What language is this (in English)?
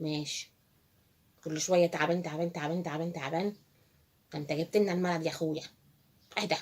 Egyptian Arabic